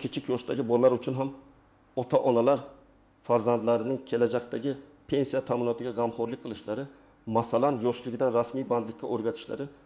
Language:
Uzbek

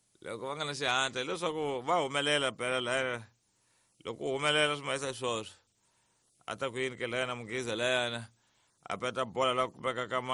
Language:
Tsonga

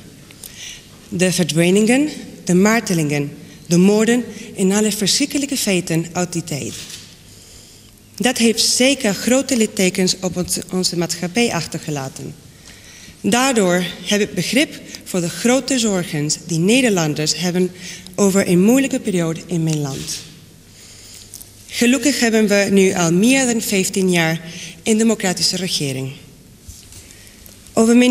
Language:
Dutch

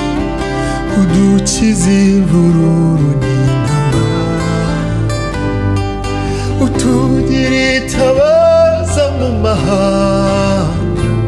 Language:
Kinyarwanda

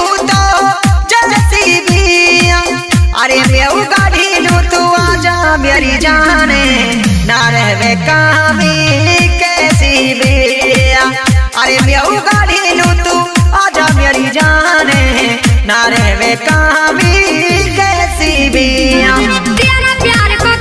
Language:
Mewati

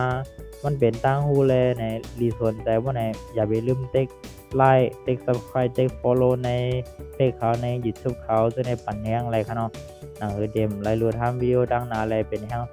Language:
Shan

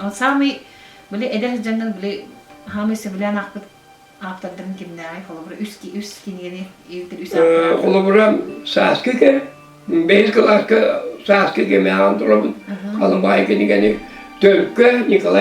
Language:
Yakut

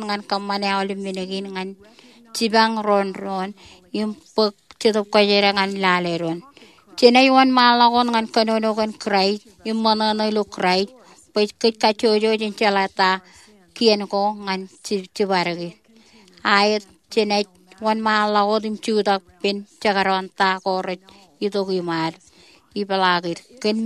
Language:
Marshallese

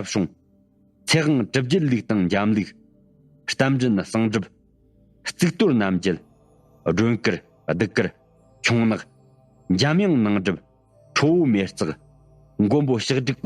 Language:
Tibetan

